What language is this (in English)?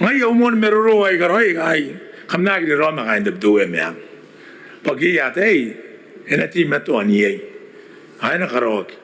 Gilbertese